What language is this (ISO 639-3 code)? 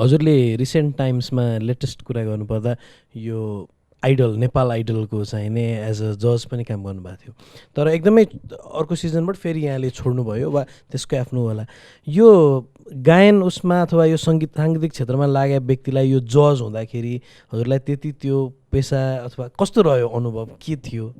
nep